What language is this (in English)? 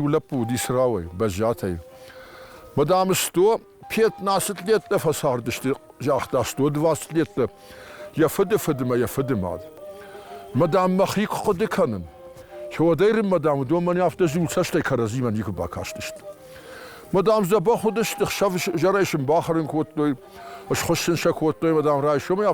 Ossetic